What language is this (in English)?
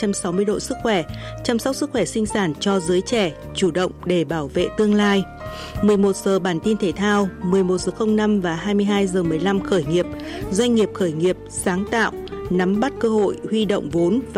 Vietnamese